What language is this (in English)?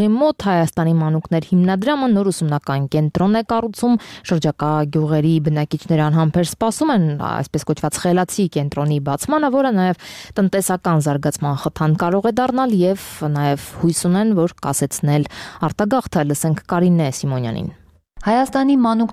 Armenian